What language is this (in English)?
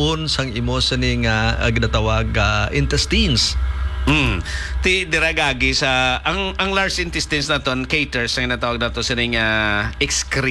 Hiligaynon